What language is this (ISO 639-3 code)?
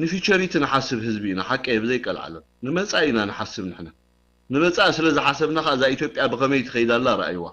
tir